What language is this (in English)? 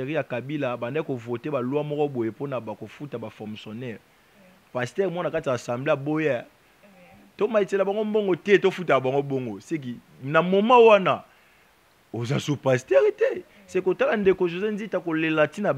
Lingala